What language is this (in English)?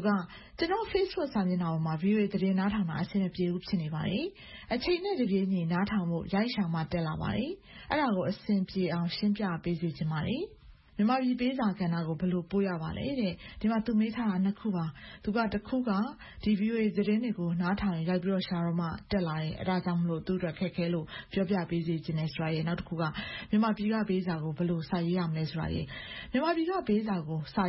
Burmese